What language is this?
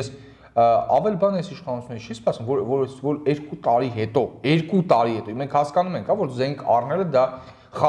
Armenian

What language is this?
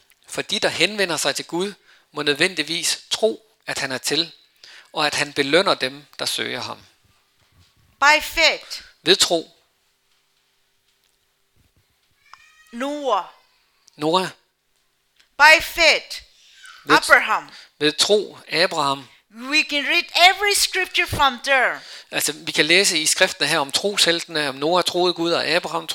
Danish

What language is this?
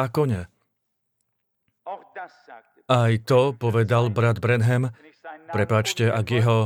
Slovak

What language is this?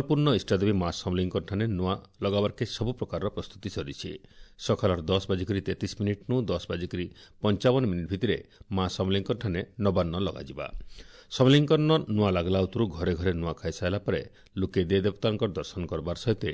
Odia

